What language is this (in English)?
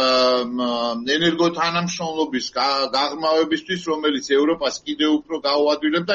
Georgian